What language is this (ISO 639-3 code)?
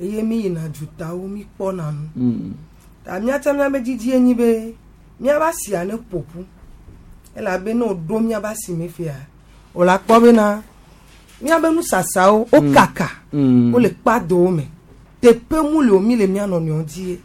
gej